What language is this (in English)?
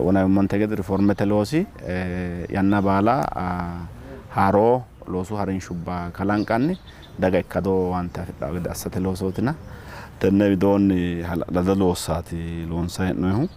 Sidamo